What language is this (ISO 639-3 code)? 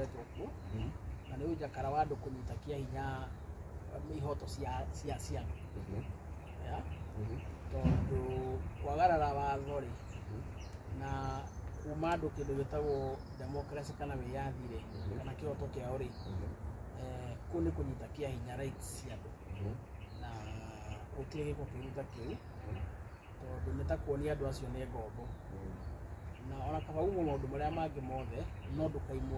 kik